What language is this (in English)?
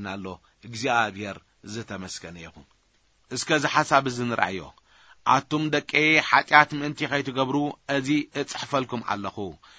Tigrinya